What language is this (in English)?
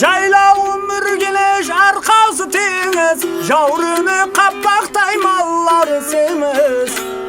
Kara-Kalpak